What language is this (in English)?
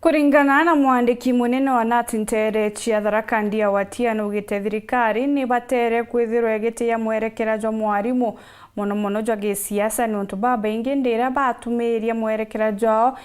Meru